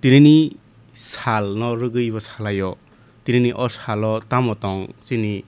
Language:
Kok Borok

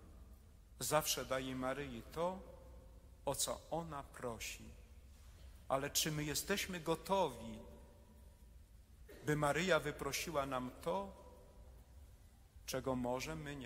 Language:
Polish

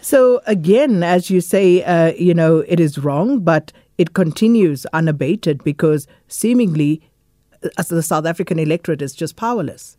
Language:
English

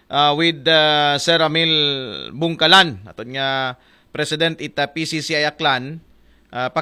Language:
Aklanon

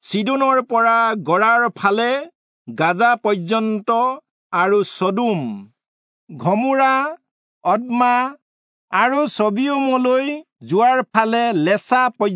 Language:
Assamese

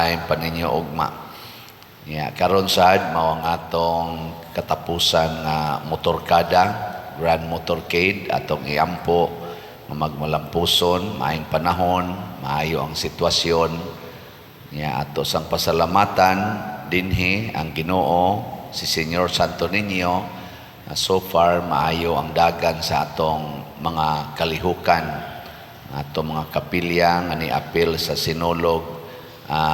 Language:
Cebuano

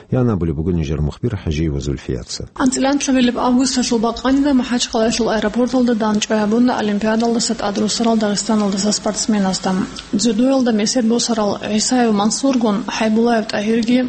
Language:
Avaric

